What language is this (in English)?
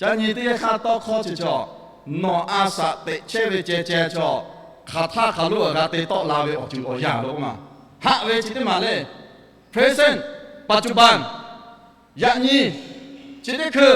Lahu